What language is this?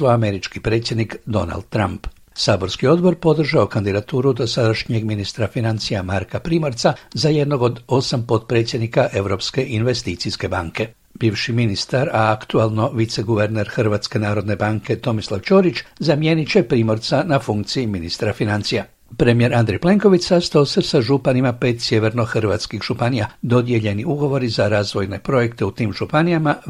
Croatian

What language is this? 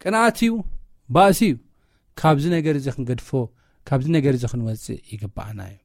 Tigrinya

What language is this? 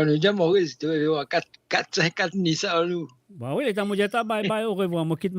Morisyen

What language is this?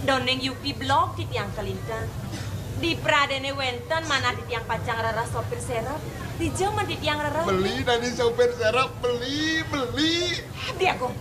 Balinese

